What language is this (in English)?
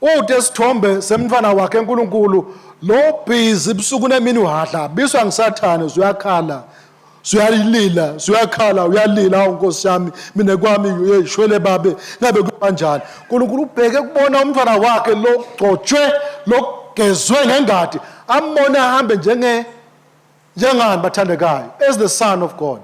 Swati